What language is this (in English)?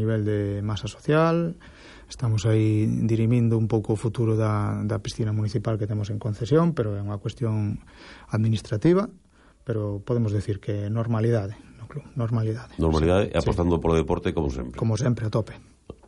Galician